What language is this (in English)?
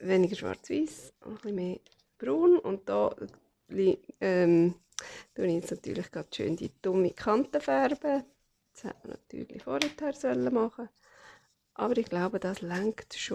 Swiss German